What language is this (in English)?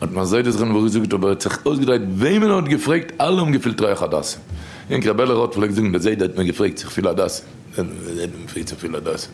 Yiddish